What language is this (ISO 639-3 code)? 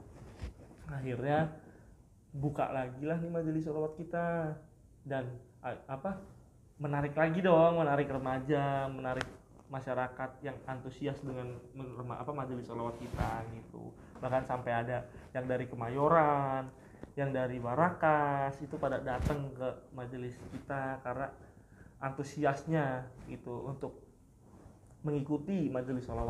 ind